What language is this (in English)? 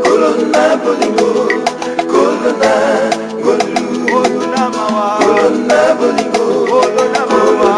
Tetela